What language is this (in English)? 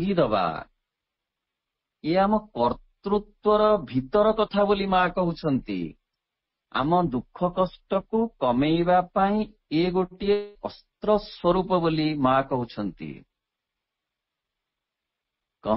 Odia